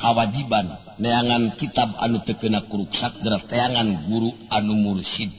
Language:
Sundanese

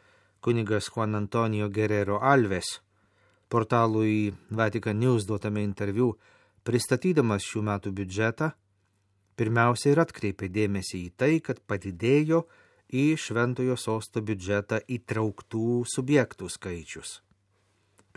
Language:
Lithuanian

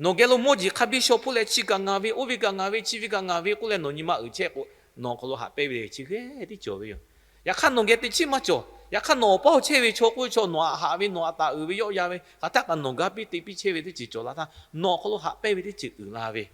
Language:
Lahu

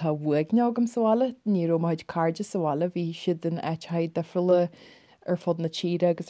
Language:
Irish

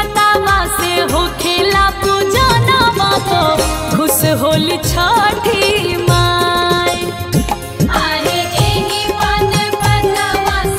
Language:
Bhojpuri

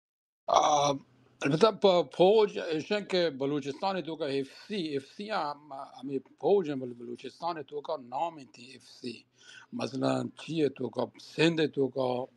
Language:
Baluchi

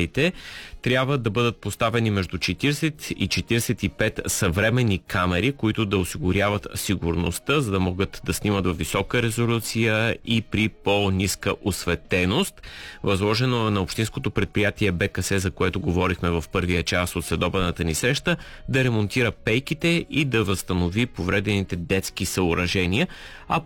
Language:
Bulgarian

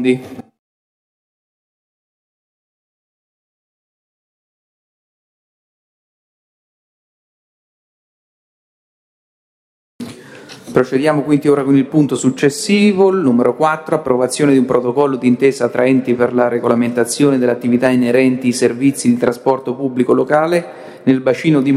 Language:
Italian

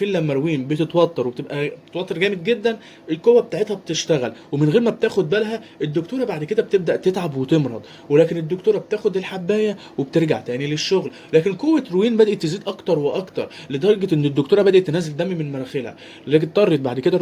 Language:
Egyptian Arabic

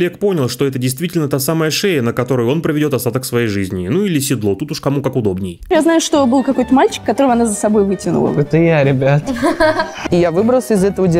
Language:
Russian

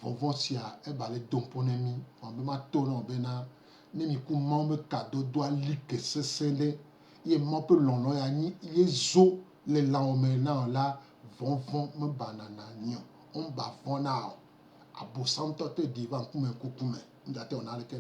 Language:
Gen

